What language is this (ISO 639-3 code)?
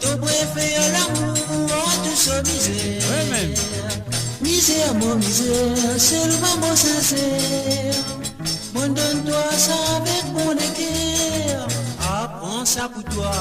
mfe